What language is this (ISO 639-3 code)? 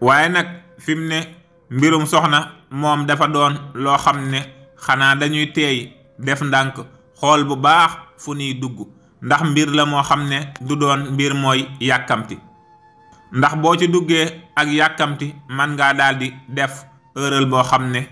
wol